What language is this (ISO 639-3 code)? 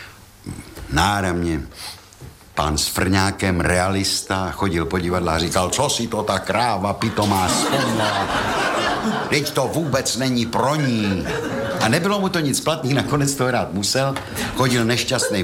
ces